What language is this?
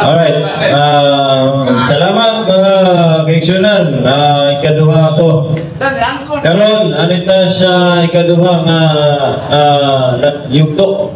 Cebuano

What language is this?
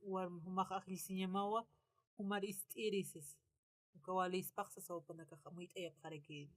Aymara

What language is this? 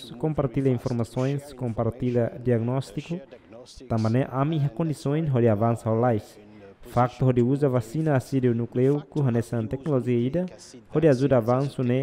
Tetum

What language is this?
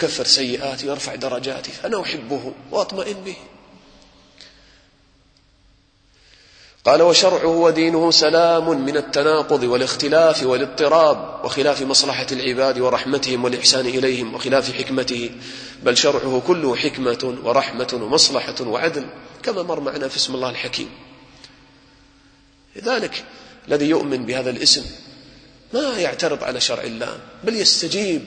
Arabic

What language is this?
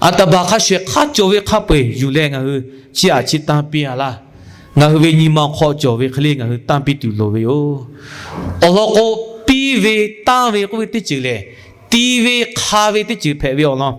Lahu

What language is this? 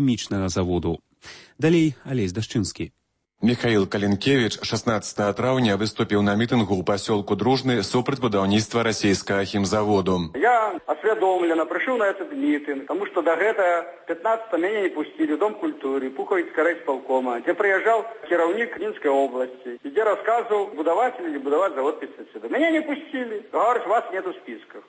Belarusian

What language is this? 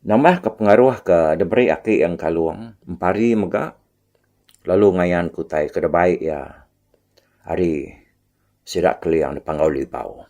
Iban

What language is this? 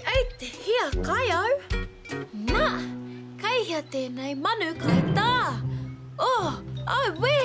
Māori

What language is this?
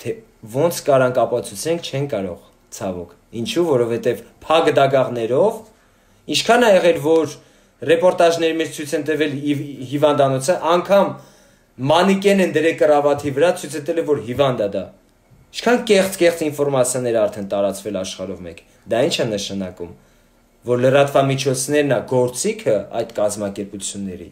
Armenian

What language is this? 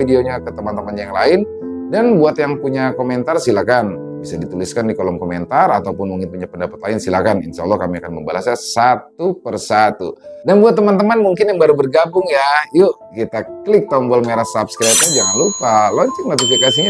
Indonesian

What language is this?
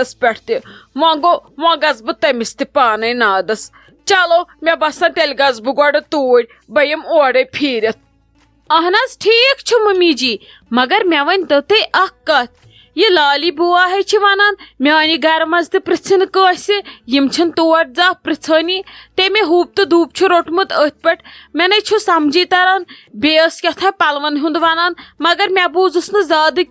Kashmiri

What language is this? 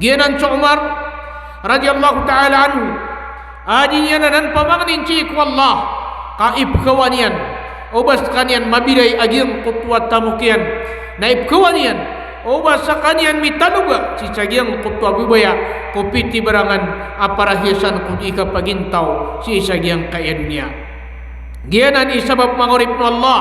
Maranao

